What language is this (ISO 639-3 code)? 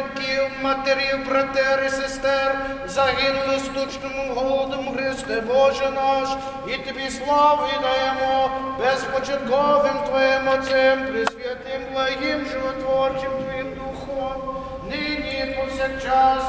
ukr